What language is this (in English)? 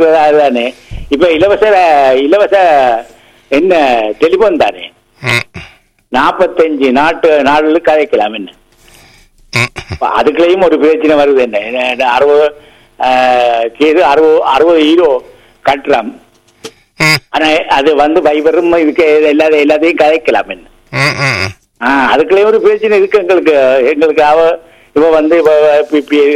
Tamil